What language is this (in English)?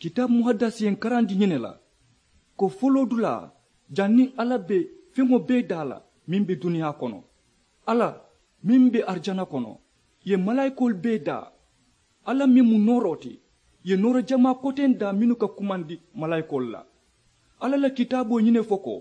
Mandingo